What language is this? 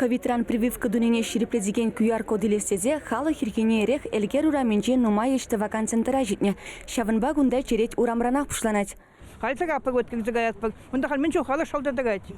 Chuvash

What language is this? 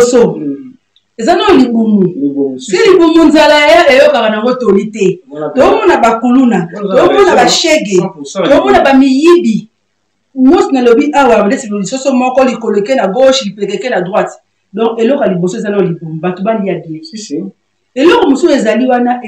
Lingala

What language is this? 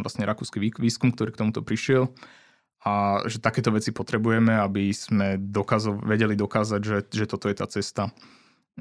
Slovak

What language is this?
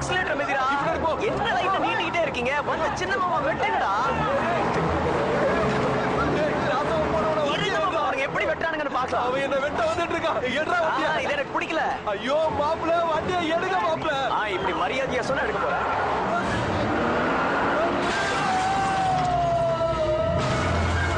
Tamil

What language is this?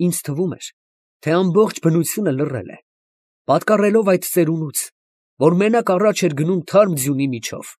Armenian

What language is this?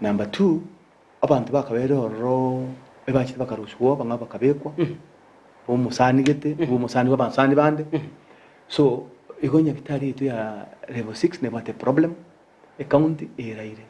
Gusii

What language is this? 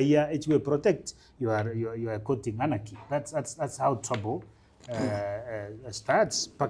Gusii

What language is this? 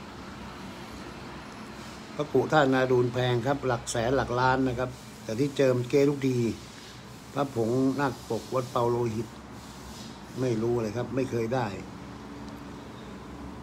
Thai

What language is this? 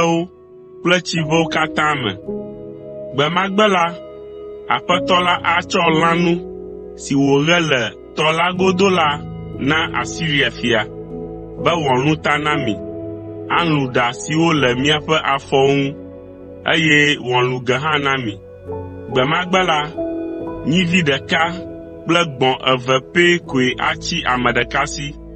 Ewe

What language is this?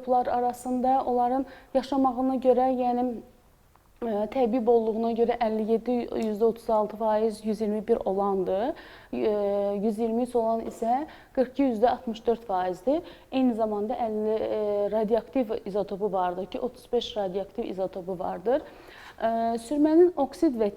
Azerbaijani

